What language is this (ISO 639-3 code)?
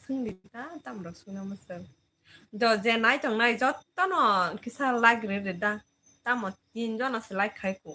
trp